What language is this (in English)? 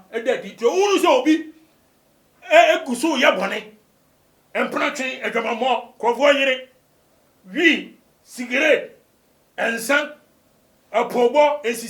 Akan